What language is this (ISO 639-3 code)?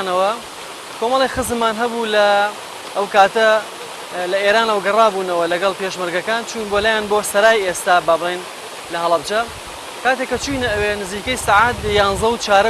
ckb